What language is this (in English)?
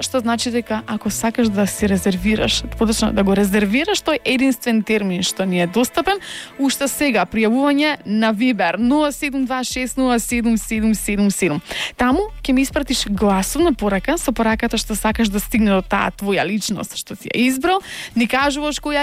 Macedonian